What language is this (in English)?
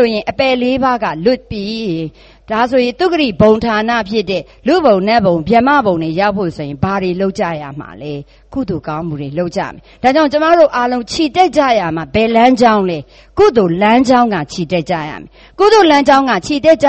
Burmese